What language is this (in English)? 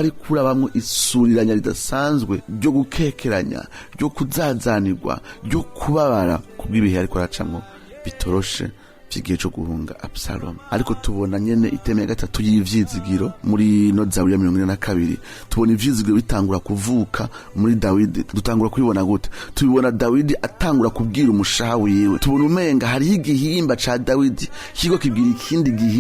Rundi